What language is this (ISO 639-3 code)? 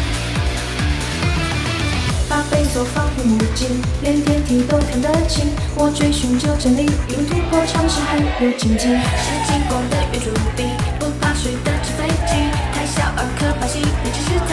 zho